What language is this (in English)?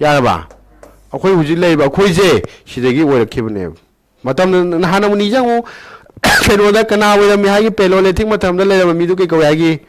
Manipuri